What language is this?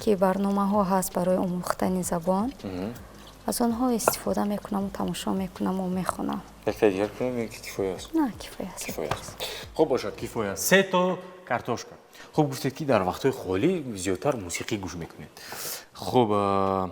Tajik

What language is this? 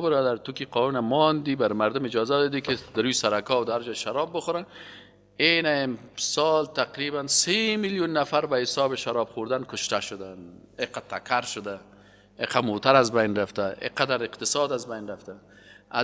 Persian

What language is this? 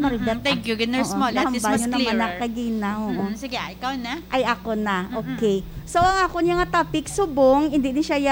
Hiligaynon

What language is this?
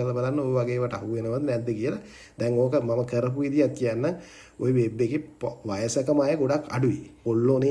Sinhala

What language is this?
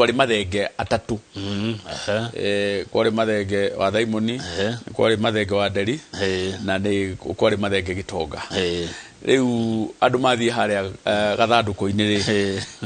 Kikuyu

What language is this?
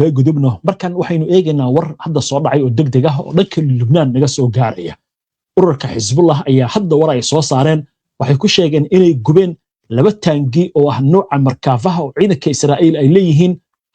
Somali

